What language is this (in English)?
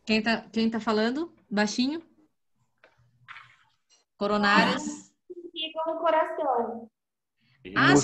Portuguese